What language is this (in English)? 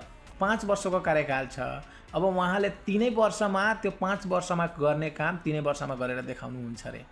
Nepali